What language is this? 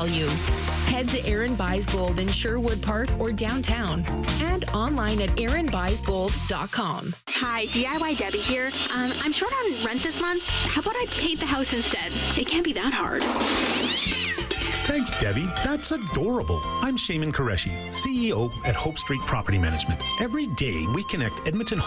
English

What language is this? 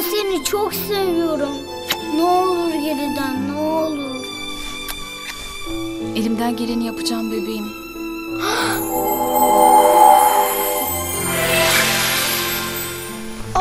Turkish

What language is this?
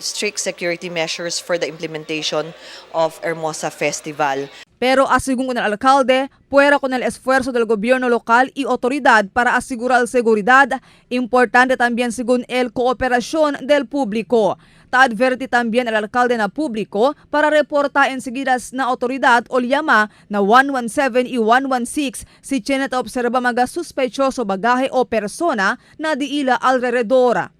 Chavacano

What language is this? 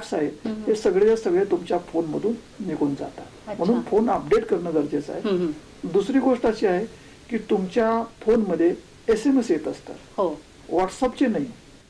Marathi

